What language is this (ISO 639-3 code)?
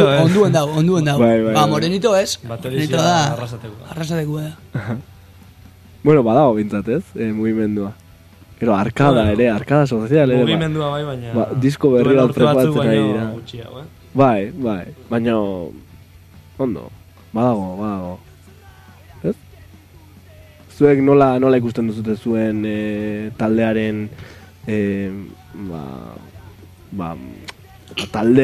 eus